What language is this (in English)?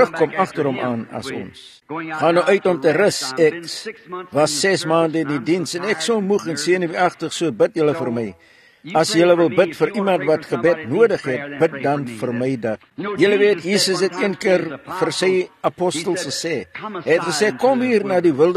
Afrikaans